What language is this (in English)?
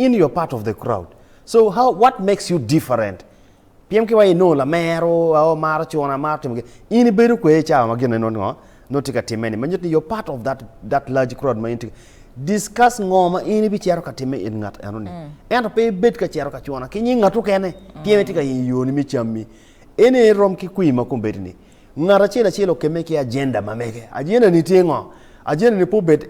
Acoli